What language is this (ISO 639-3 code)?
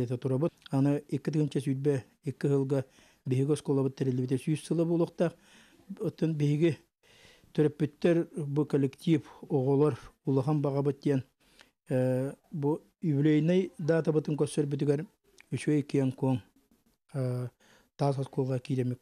sah